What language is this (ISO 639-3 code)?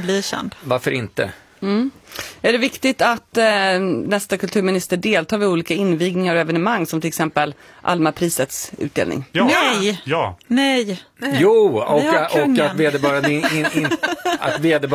swe